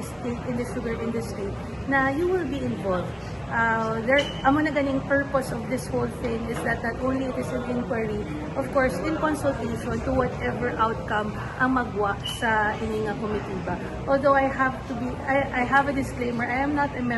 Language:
Hiligaynon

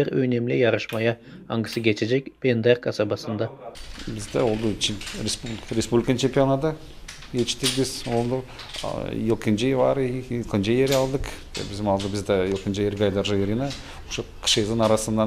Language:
Gagauz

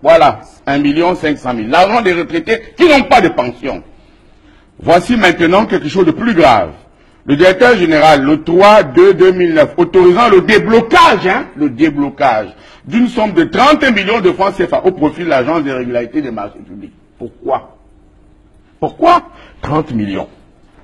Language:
French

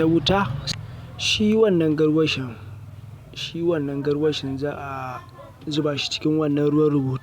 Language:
Hausa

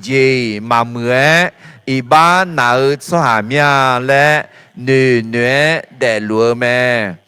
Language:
Akha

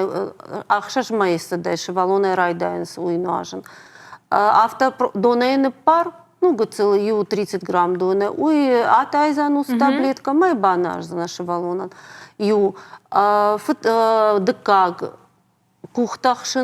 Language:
Ossetic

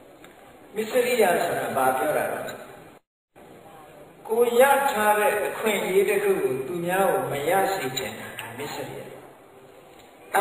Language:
Burmese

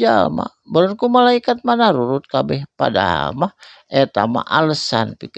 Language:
Sundanese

